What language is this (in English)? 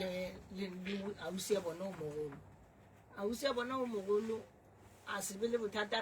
Northern Sotho